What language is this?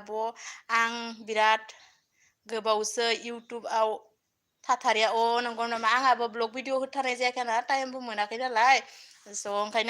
Bodo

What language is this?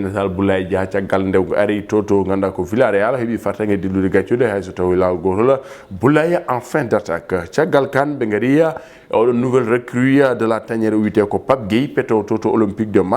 Fula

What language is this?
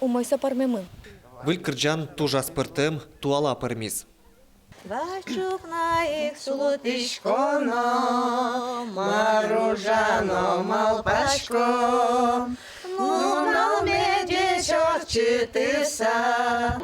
Udmurt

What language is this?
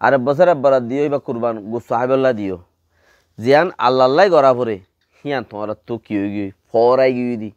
Rohingya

